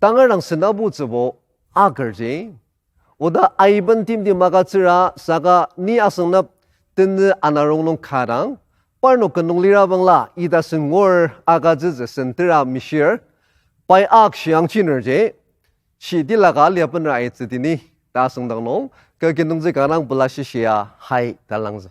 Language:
Ao Naga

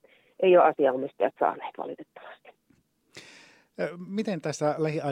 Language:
Finnish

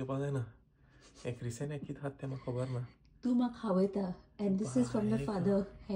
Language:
Konkani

